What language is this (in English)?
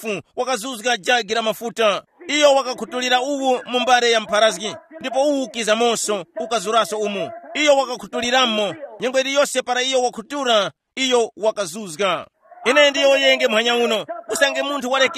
Tumbuka